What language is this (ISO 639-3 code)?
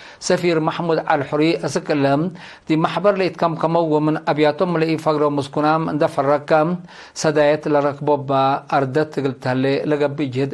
tig